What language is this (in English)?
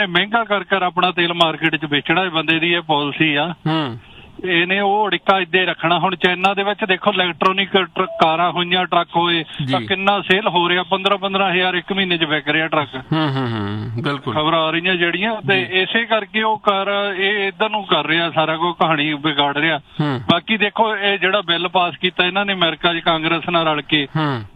Punjabi